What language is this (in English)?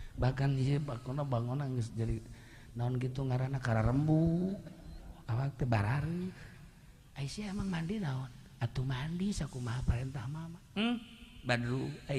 Sundanese